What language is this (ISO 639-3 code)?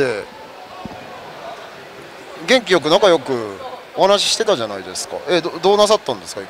jpn